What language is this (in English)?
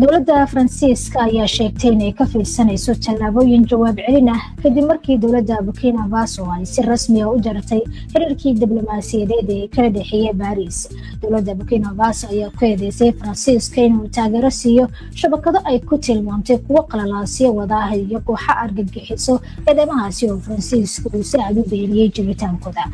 Somali